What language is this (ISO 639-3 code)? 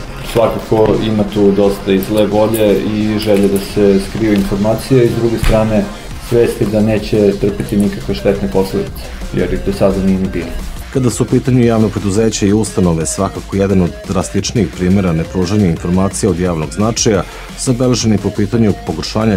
srp